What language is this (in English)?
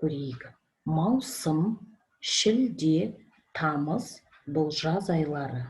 Kazakh